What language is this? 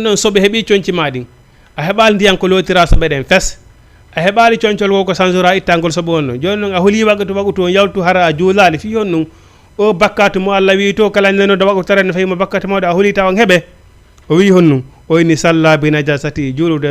Fula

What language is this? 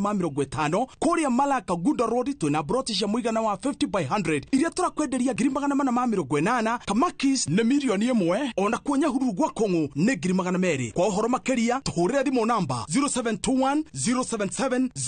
Kikuyu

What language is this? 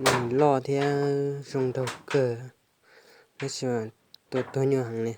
Hmong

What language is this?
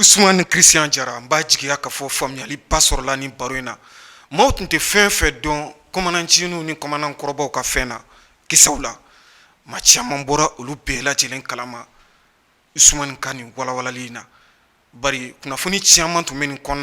Bambara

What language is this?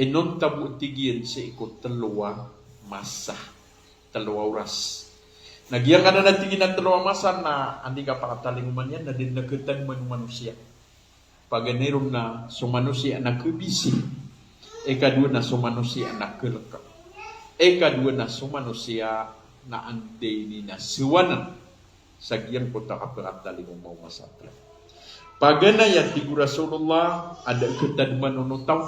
Maranao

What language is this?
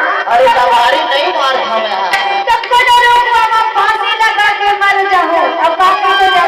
Chhattisgarhi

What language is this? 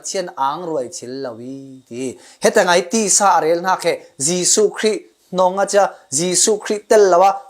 Falam Chin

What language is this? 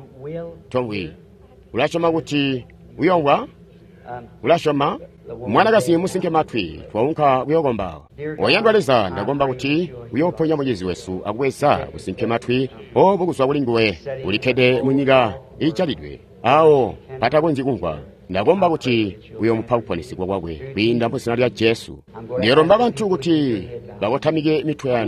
Tonga (Zambia)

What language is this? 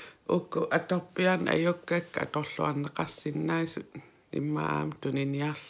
Kalaallisut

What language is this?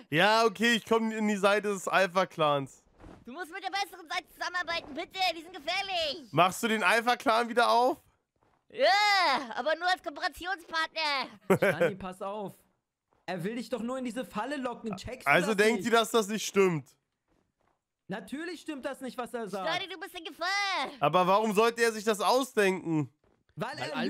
German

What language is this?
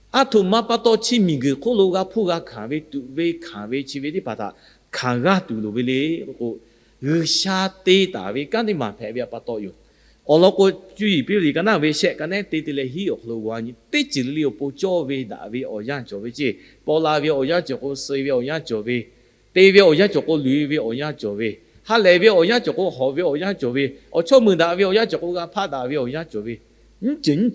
Lahu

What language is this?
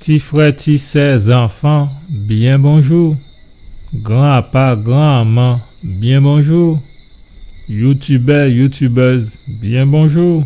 Guadeloupean Creole French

